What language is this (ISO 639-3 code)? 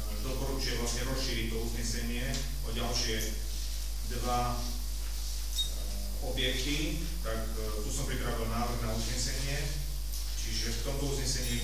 slk